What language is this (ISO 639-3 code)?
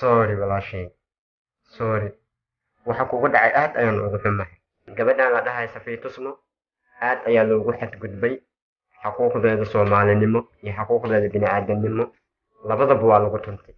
som